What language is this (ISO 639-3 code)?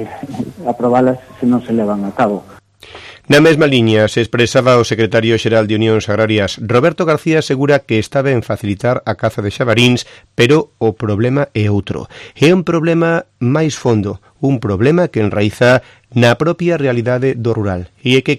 glg